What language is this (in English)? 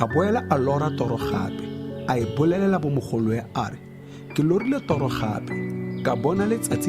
Tswana